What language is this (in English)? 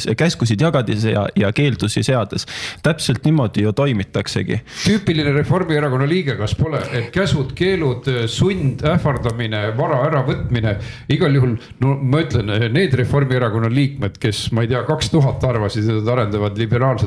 Estonian